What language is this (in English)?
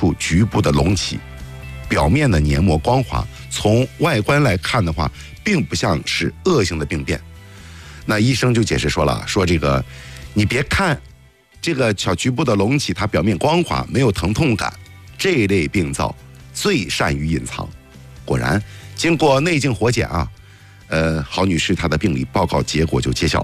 Chinese